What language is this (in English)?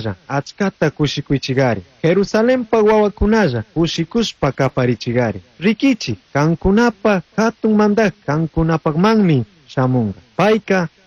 Chimborazo Highland Quichua